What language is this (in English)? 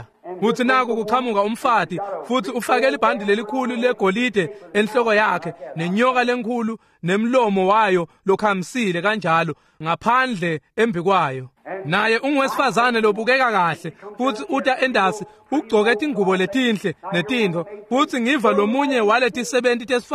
Swati